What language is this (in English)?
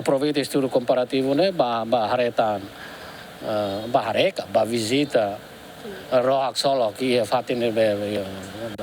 Tetum